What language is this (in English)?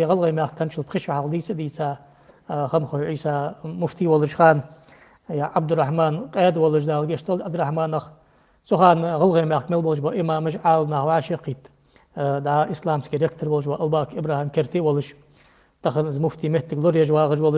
Ingush